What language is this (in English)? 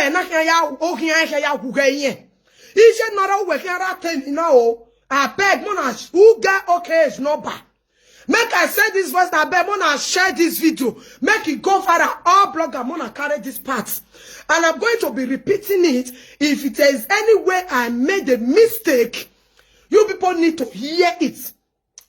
Nigerian Pidgin